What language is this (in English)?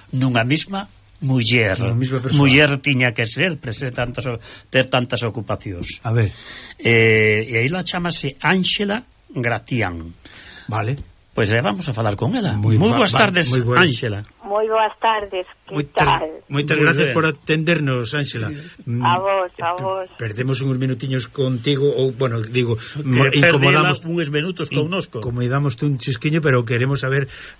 Galician